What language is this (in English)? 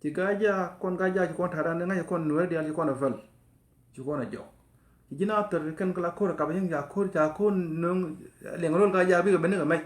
Nuer